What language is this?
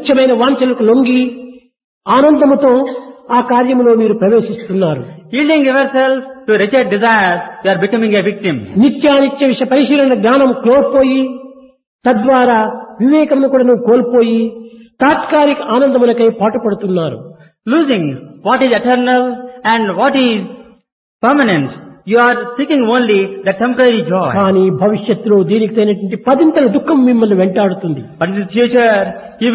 Telugu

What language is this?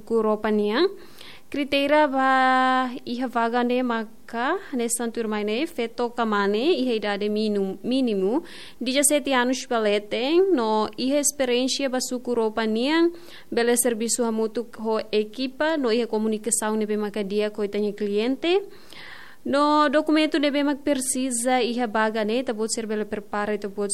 Tetum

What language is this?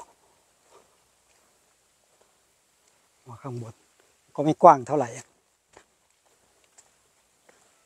Thai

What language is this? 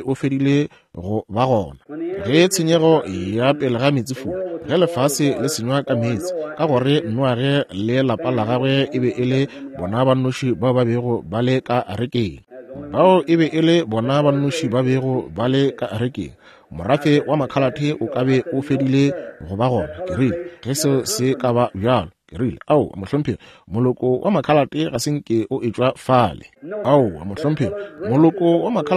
Northern Sotho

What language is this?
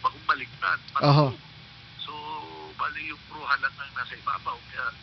Southern Catanduanes Bikol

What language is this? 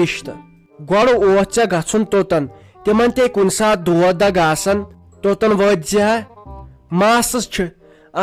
Kashmiri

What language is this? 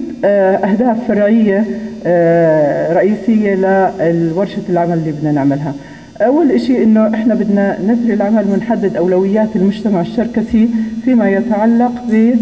North Levantine Arabic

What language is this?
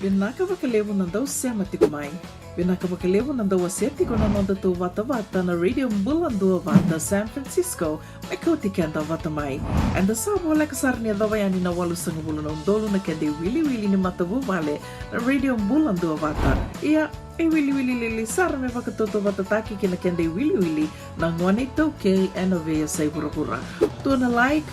Fijian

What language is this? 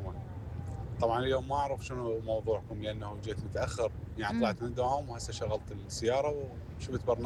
Mesopotamian Arabic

